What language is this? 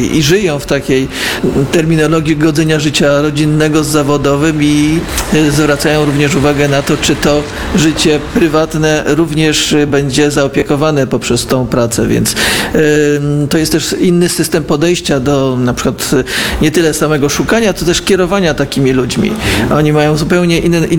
Polish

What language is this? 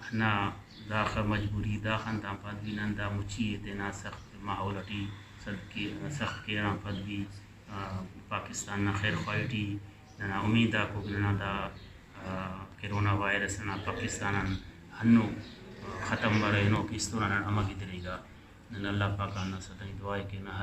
Brahui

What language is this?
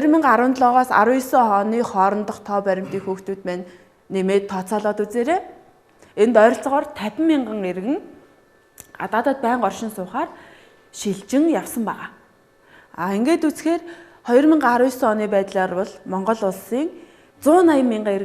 Mongolian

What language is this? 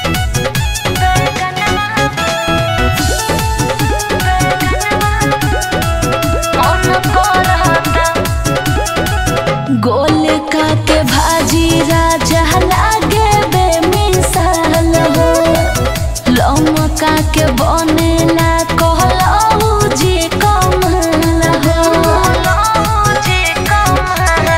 Bhojpuri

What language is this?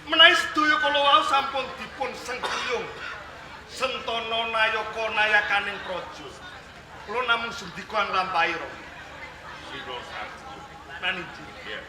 Javanese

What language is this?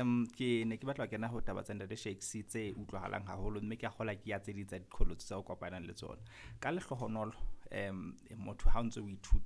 Southern Sotho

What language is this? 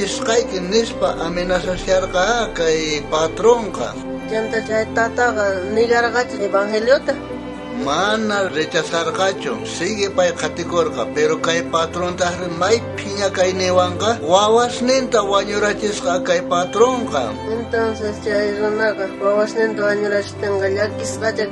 South Bolivian Quechua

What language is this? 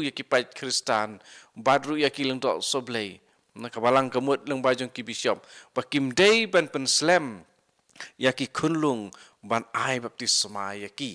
Khasi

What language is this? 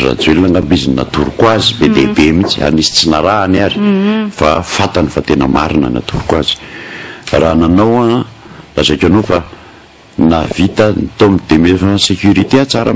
Malagasy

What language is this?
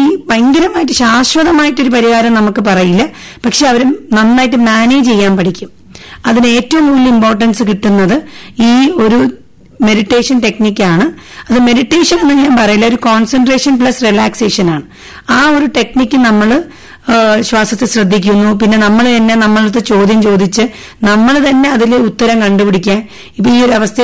Malayalam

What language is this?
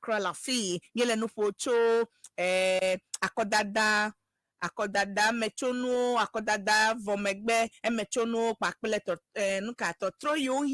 Ewe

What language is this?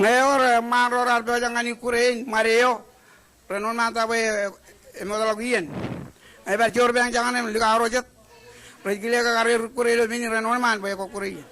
Marshallese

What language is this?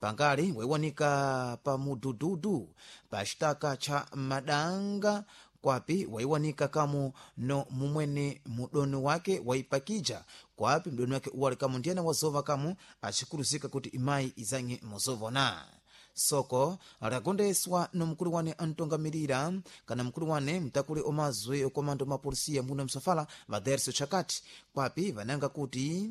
Sena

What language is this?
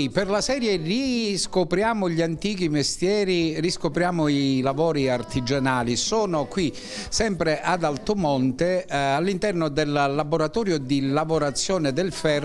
Italian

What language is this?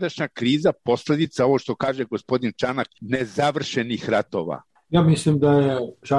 Serbian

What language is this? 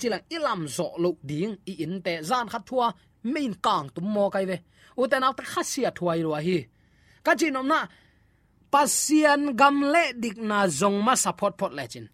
Tedim Chin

